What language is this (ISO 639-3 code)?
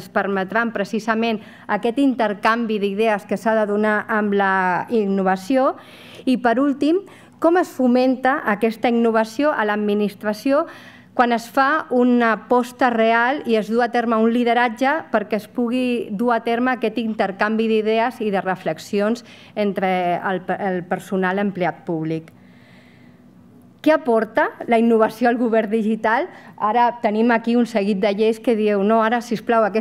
cat